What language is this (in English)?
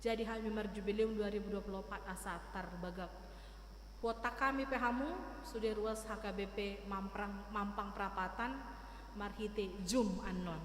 Batak Toba